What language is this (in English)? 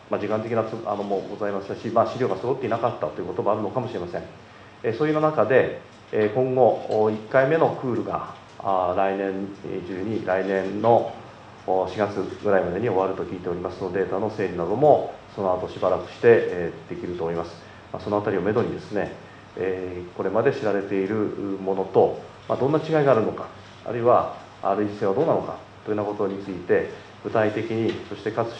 Japanese